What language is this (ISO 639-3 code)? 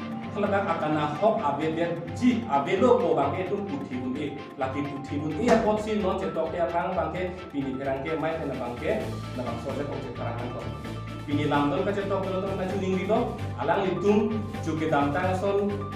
mjw